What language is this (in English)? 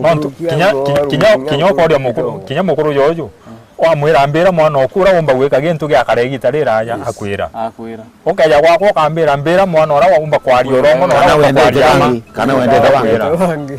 Meru